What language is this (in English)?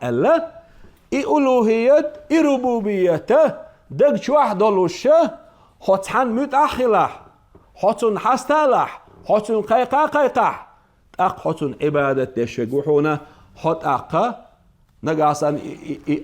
Chechen